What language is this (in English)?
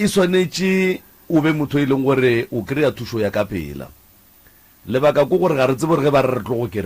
Northern Sotho